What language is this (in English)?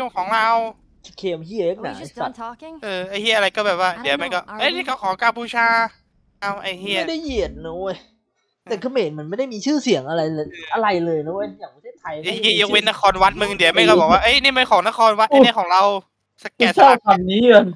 Thai